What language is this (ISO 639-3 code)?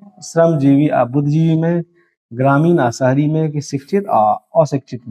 mai